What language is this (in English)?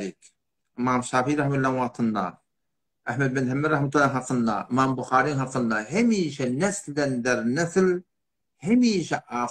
Turkmen